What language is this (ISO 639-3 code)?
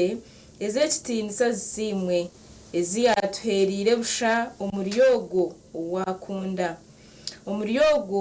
nyn